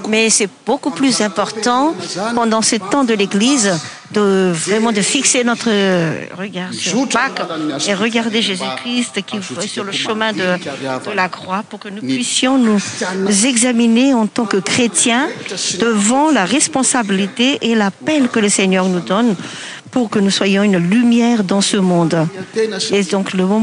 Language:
French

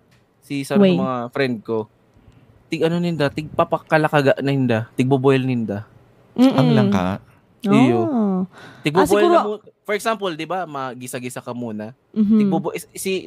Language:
Bikol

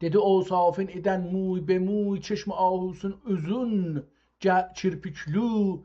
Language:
South Azerbaijani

